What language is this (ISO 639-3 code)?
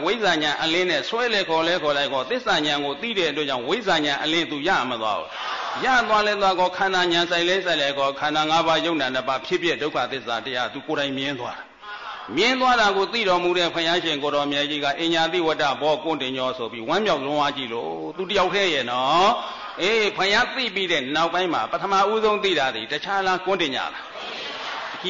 mya